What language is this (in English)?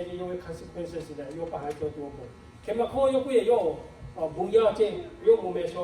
Lahu